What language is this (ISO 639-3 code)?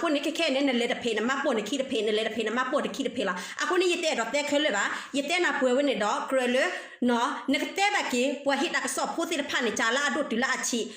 ksw